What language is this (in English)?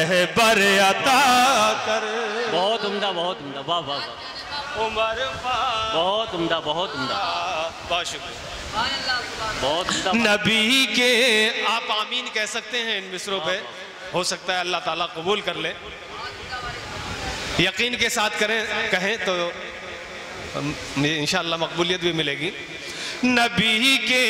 Urdu